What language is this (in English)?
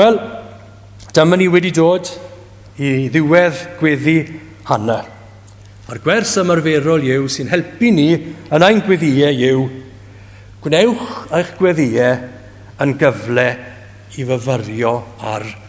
Welsh